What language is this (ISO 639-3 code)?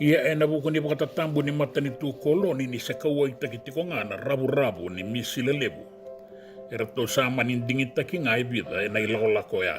fij